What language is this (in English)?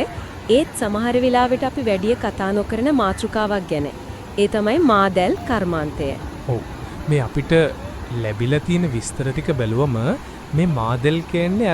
Sinhala